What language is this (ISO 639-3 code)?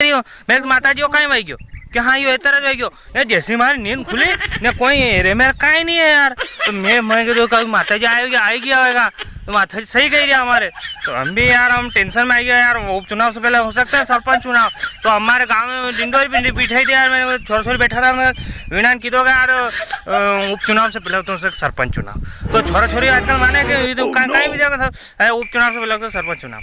raj